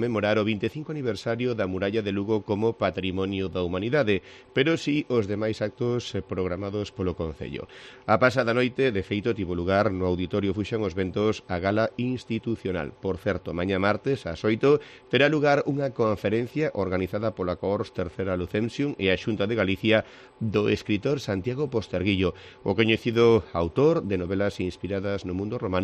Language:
Galician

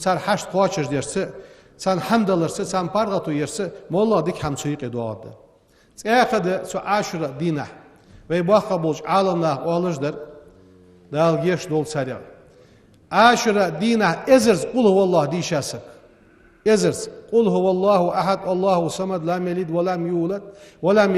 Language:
Ingush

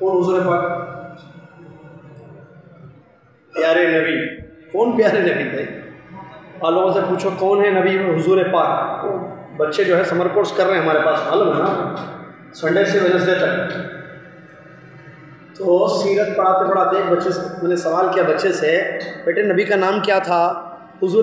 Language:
Urdu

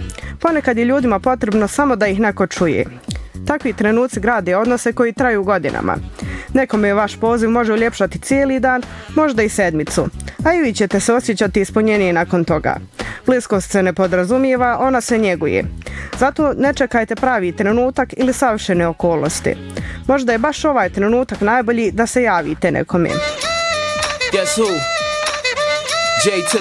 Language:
Bosnian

